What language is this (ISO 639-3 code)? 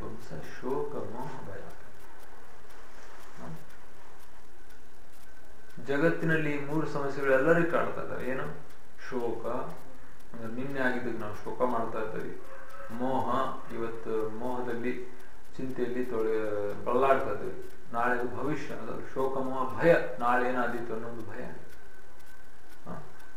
kan